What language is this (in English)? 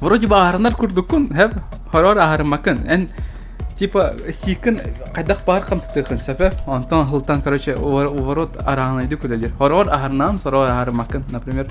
Yakut